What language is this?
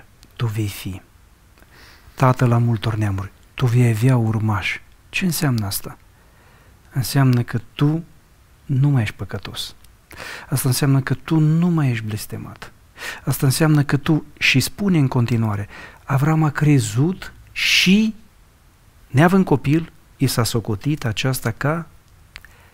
Romanian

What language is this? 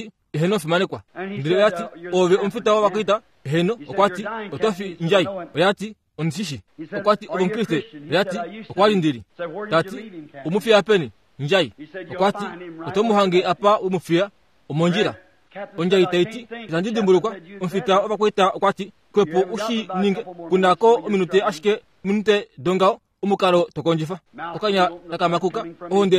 Kuanyama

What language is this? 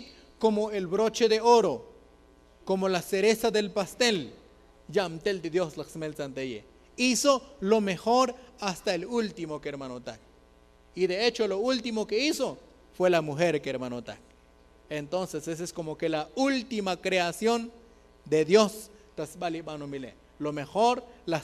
Tzotzil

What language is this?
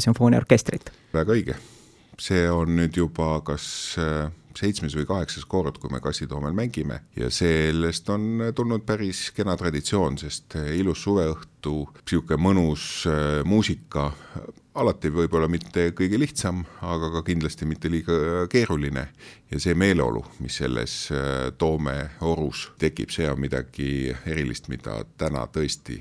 Estonian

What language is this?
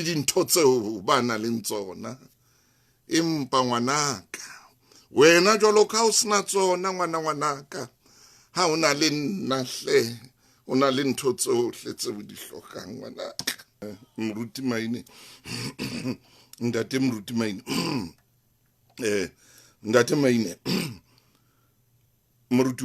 Southern Sotho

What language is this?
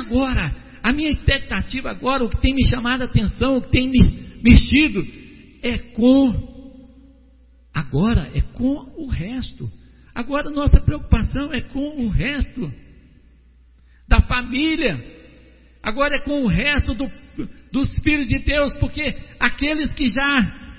Portuguese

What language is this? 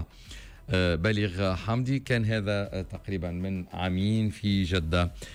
Tunisian Arabic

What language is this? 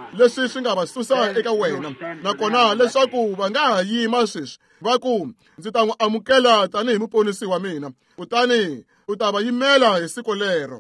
Tsonga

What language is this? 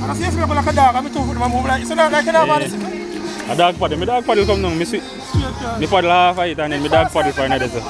Jamaican Creole English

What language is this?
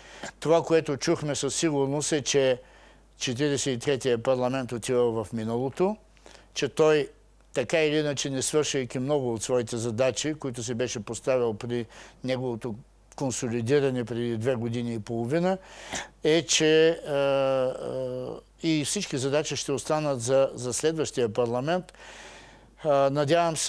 Bulgarian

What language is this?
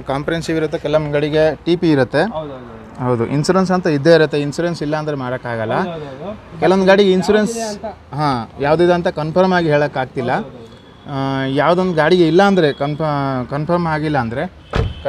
Kannada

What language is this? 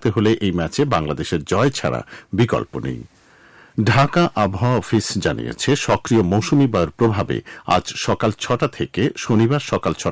Bangla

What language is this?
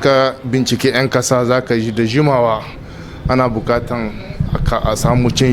Hausa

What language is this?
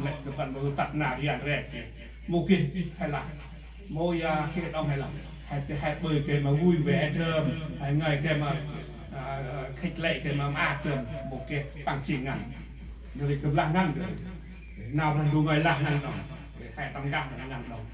Central Mnong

